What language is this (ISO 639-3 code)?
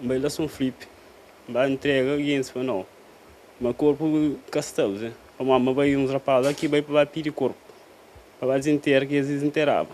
kea